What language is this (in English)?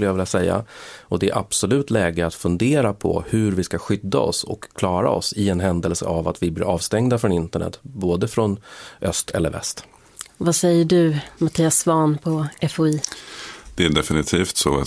Swedish